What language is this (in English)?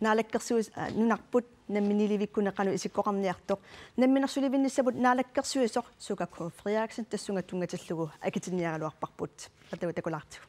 Kalaallisut